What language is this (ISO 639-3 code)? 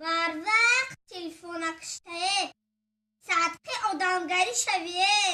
tgk